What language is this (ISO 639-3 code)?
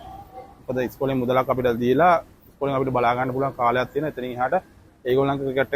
sin